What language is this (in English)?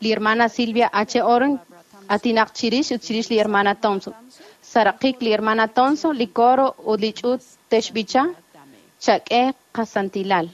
Kekchí